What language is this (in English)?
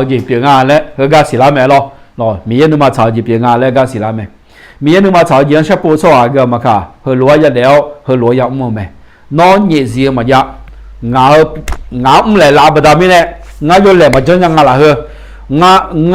Akha